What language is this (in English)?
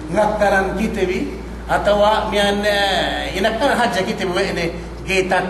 Yakan